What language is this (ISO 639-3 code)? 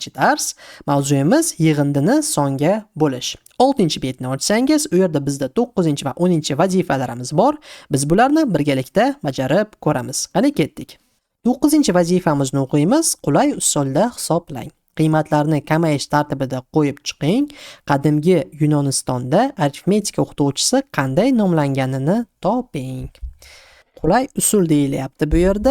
uzb